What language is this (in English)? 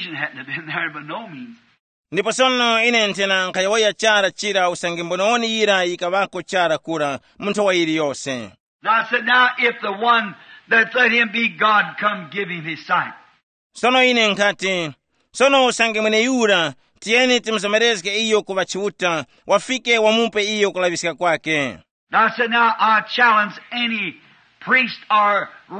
Tumbuka